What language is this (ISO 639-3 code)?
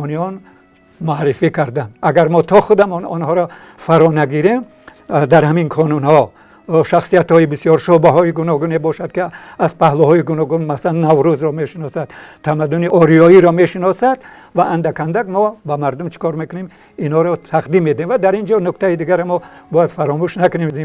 tgk